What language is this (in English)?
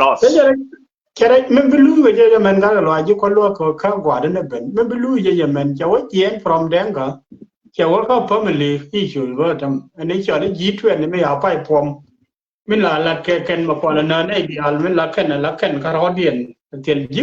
Nuer